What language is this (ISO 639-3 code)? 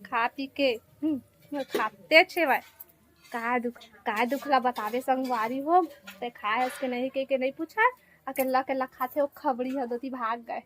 hne